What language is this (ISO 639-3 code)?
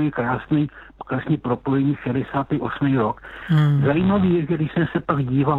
ces